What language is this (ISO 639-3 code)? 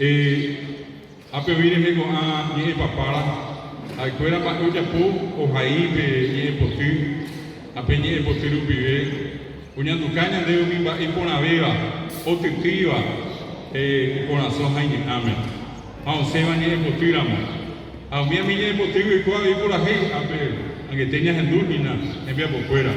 grn